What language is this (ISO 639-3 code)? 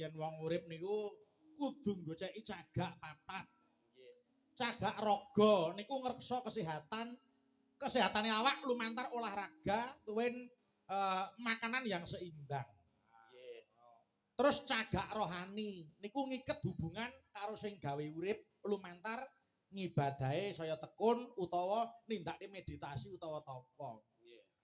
jav